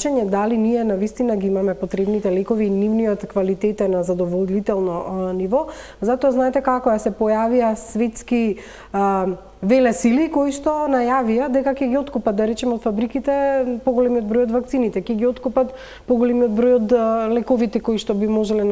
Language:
Macedonian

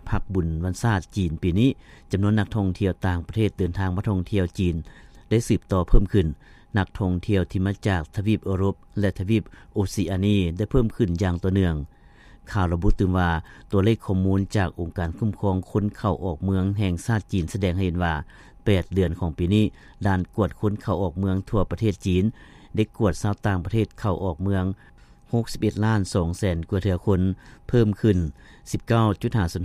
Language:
Lao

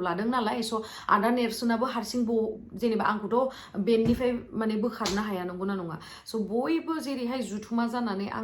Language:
Bodo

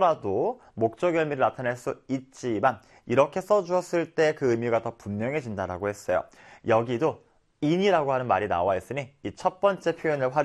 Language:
Korean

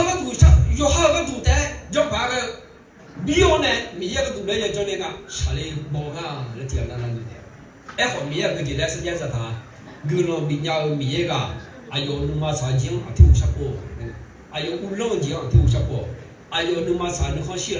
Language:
Akha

